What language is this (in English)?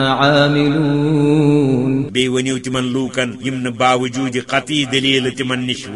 Kashmiri